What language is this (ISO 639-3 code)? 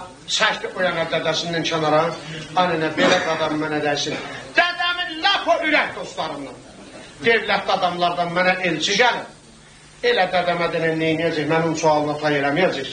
azb